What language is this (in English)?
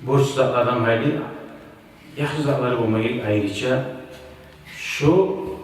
Kumyk